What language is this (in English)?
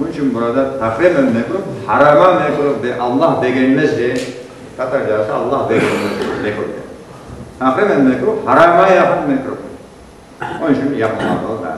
Crimean Tatar